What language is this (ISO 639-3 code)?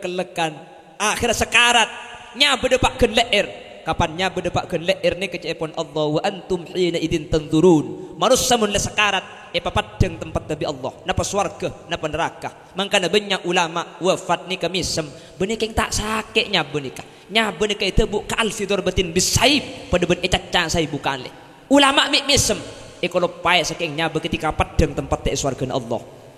mad